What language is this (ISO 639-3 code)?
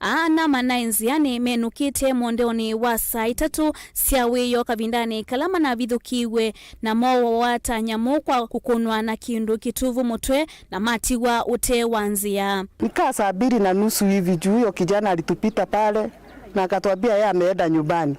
kam